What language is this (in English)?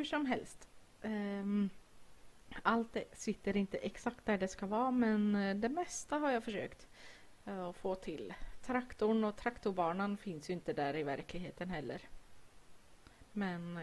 Swedish